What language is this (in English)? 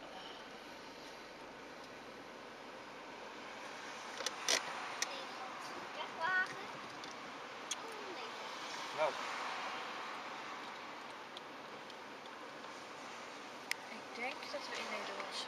Dutch